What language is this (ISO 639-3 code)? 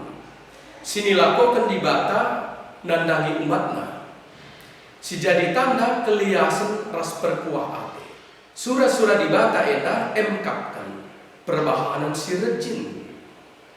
btx